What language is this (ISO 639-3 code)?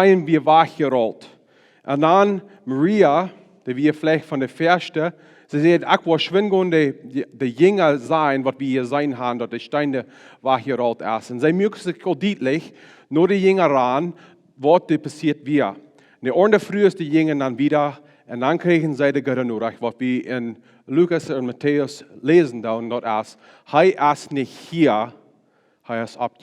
pdt